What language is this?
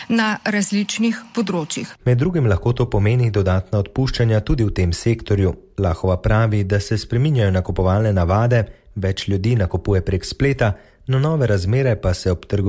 Slovenian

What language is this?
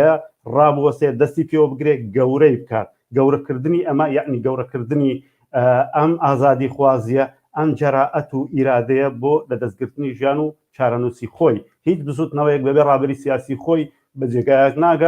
Central Kurdish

